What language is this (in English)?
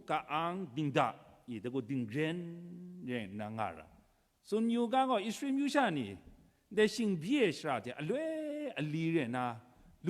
Kachin